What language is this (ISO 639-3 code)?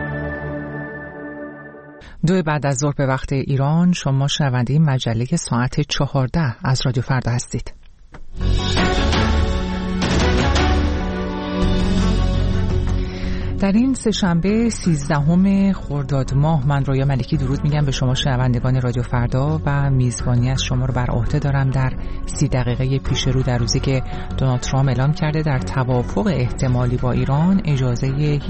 fas